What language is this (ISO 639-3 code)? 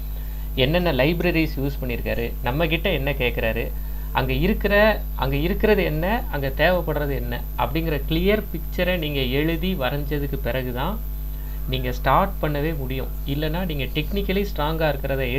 tam